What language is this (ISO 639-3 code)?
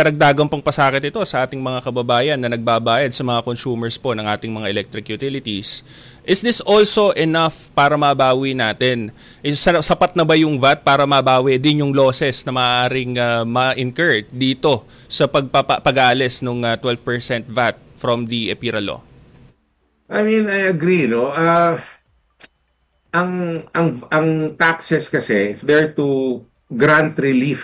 fil